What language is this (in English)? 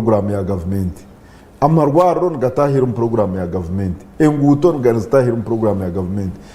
Nyankole